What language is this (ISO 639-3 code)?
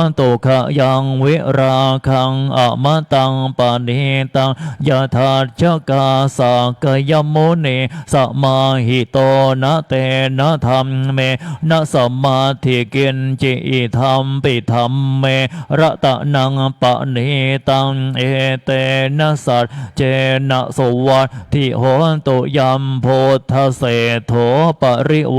pli